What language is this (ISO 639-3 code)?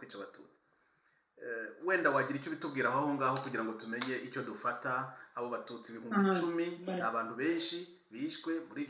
kin